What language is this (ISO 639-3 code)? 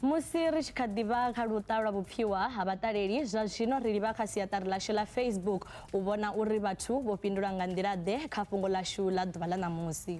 ven